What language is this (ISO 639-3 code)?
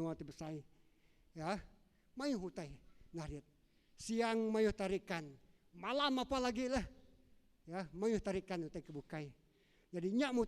iba